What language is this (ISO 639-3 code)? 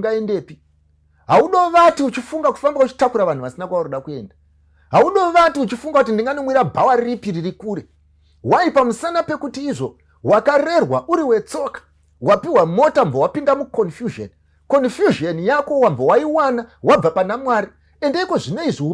sna